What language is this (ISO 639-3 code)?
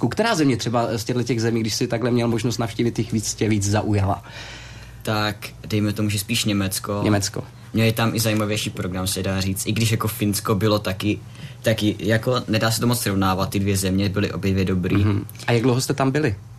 ces